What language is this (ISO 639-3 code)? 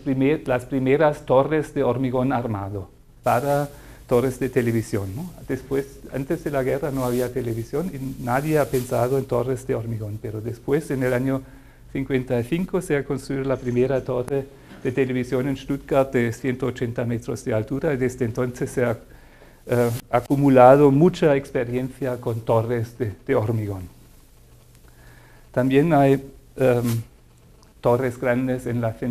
spa